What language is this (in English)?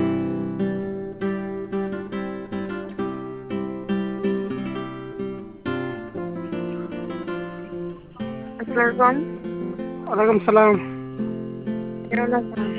Bangla